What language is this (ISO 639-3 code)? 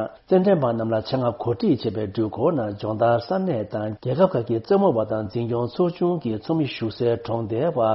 bod